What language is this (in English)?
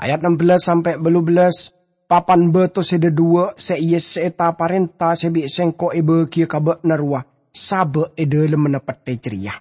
Madurese